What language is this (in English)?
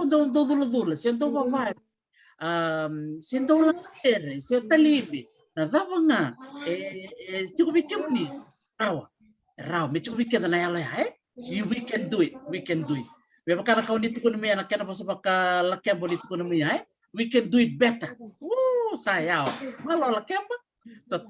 Fijian